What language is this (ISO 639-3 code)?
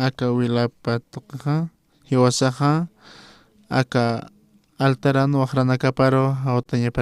aym